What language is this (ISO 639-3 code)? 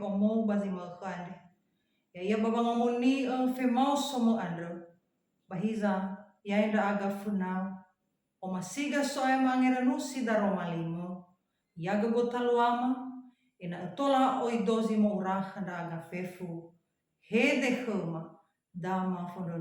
nia